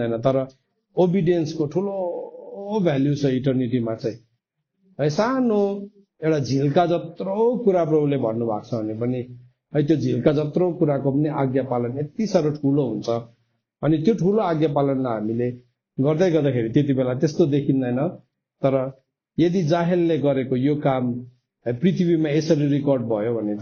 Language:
Nepali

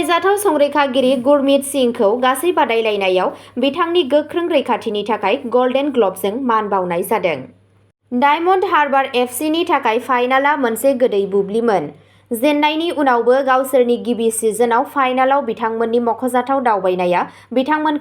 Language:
Bodo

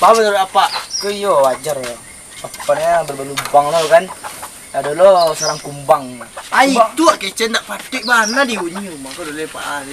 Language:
Minangkabau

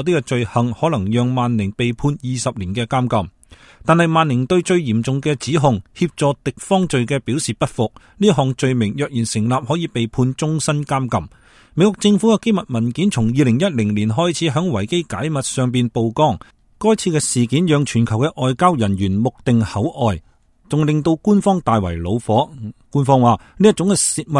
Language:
Cantonese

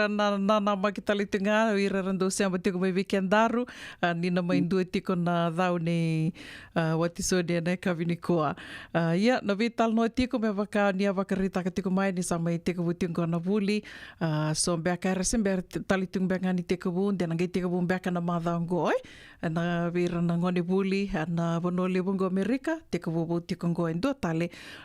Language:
Fijian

